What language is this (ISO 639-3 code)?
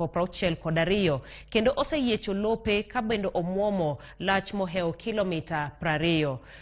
luo